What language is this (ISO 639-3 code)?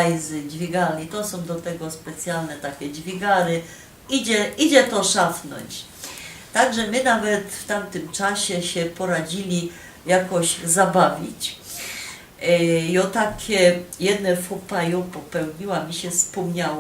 szl